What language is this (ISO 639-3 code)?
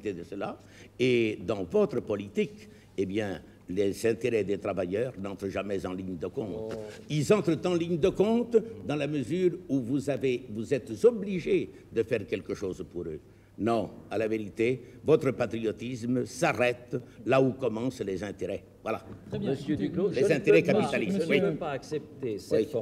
fra